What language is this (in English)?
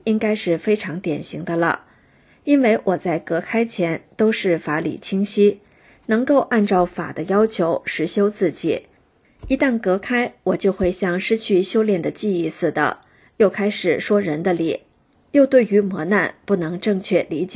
Chinese